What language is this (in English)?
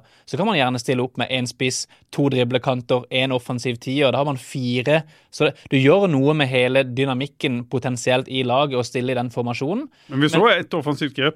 Norwegian